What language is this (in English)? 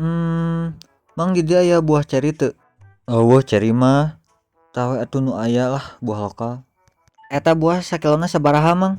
Sundanese